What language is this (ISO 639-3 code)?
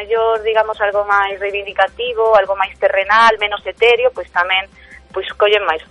glg